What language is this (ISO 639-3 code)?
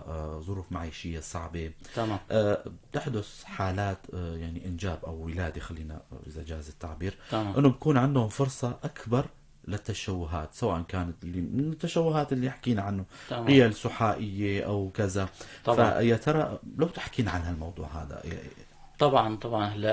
apc